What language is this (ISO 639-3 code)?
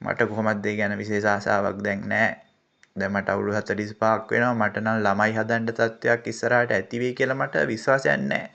sin